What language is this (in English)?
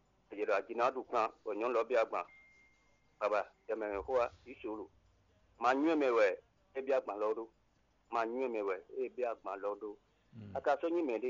Fon